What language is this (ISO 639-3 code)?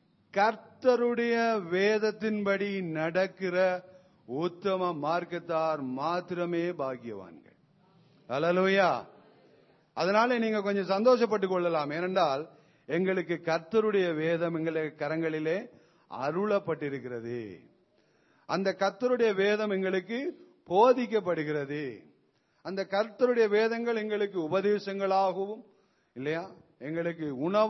tam